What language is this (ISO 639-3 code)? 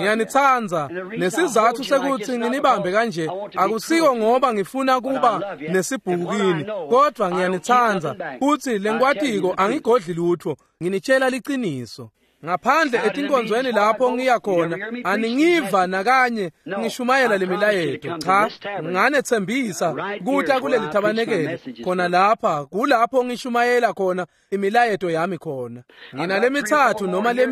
ssw